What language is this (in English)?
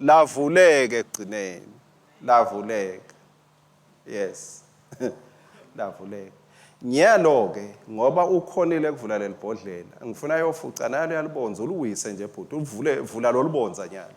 Swati